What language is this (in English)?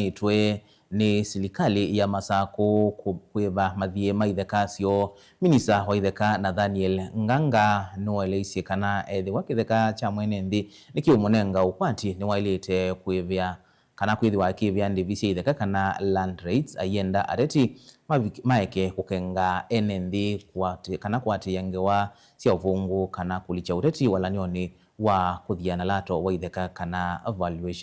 Kamba